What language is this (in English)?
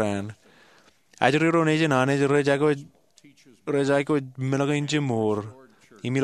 Marshallese